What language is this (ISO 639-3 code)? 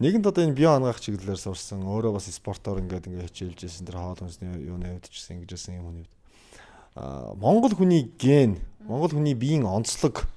mon